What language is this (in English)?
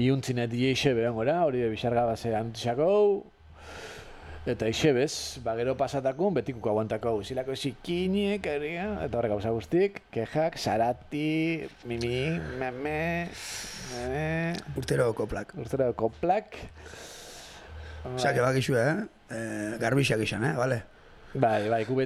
Basque